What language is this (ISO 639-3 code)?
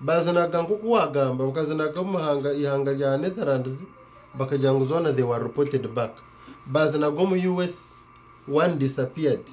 nyn